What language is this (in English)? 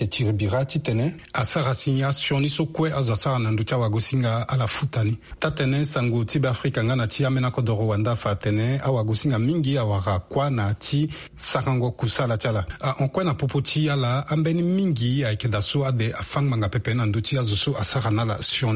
Sango